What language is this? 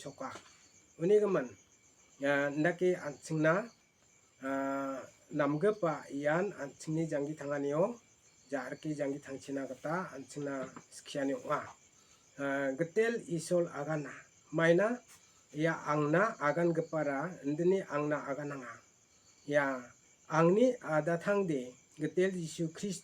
Garo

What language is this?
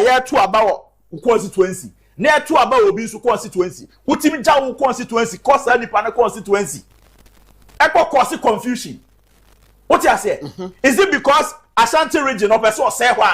Akan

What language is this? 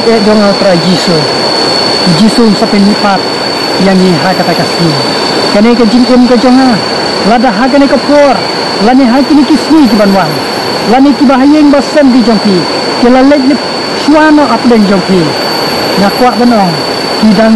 Khasi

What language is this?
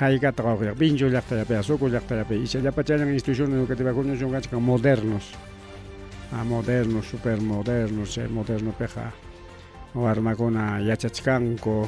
Ayacucho Quechua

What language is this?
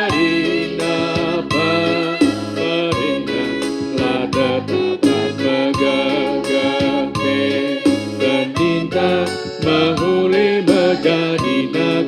Batak Karo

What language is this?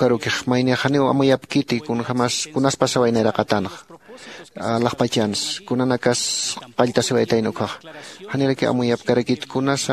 Aymara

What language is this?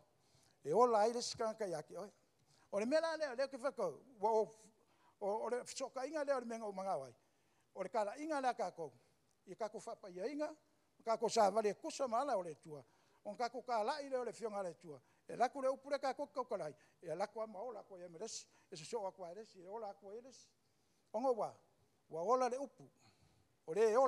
Samoan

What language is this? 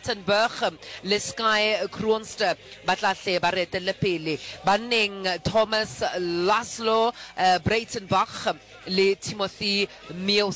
Southern Sotho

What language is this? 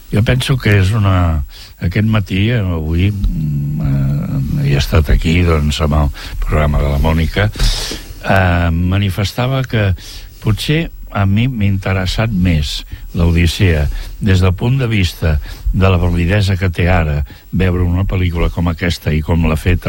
Catalan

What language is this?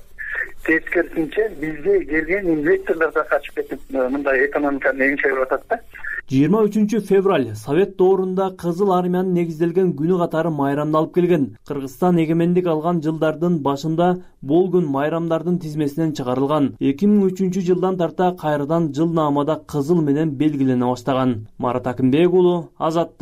Kyrgyz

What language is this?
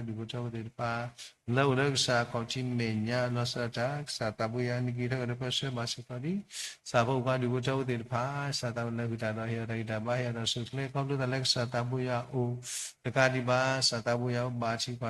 S'gaw Karen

